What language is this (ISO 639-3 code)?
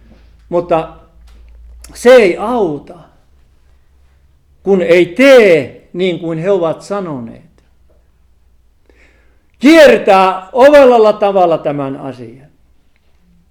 fin